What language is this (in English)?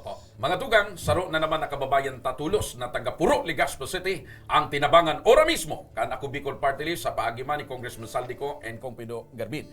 Bikol